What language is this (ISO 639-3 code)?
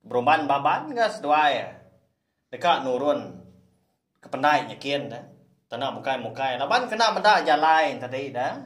iba